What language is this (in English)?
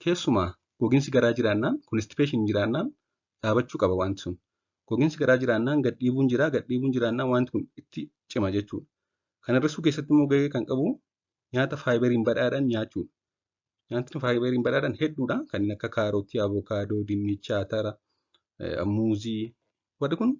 Oromo